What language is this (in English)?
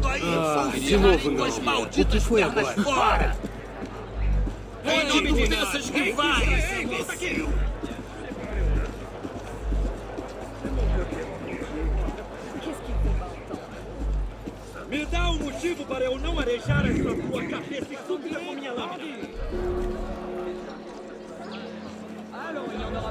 Portuguese